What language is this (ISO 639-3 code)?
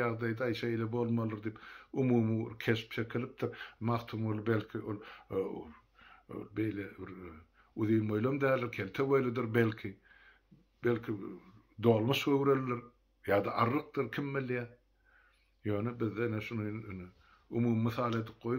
tuk